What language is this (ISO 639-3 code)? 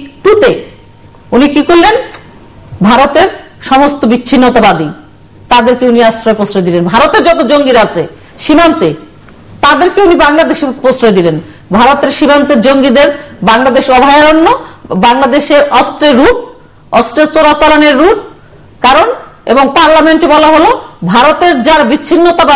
ben